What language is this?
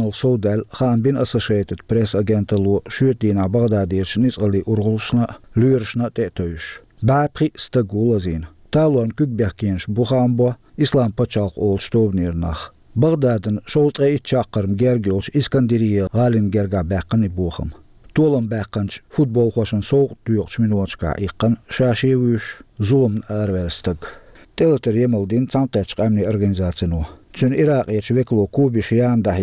Chechen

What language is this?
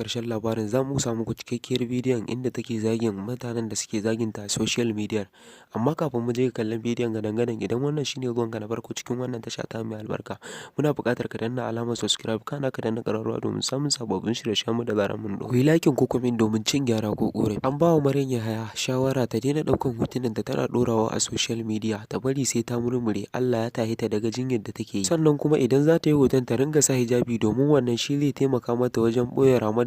Hausa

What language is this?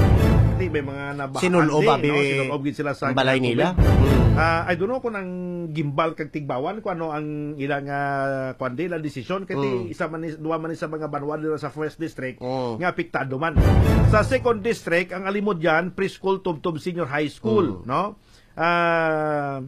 Hiligaynon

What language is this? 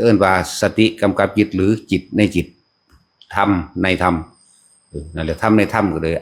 Northeastern Thai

